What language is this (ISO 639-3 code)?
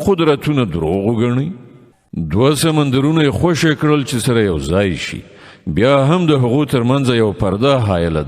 pus